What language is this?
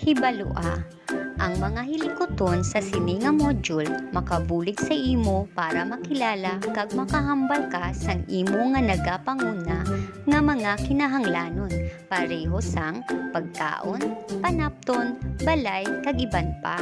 Hiligaynon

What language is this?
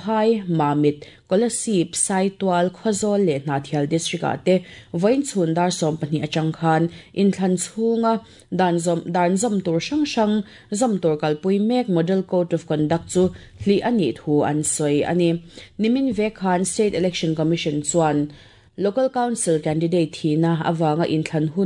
Mizo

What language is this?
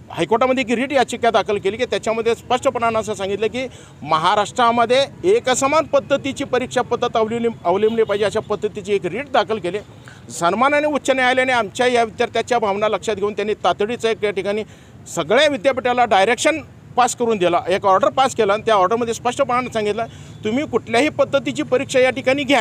Marathi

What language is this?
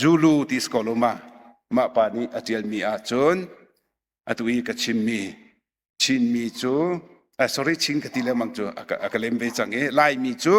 Hakha Chin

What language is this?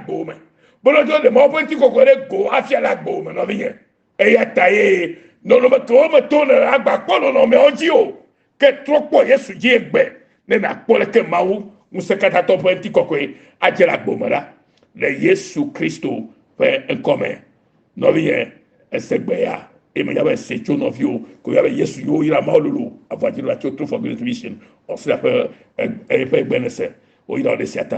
Ewe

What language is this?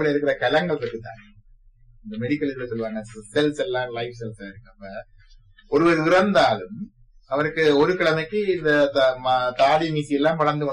Tamil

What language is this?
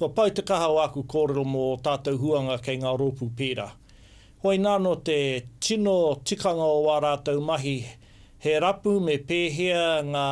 Māori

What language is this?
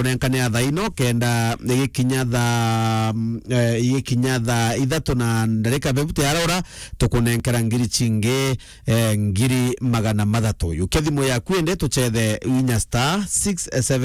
Meru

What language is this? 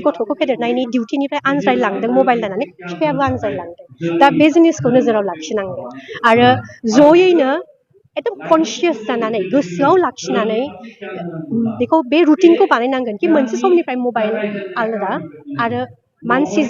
Bodo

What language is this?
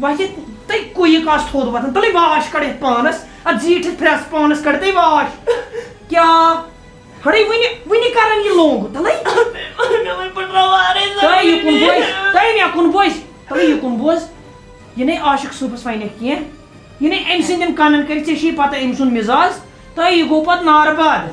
Kashmiri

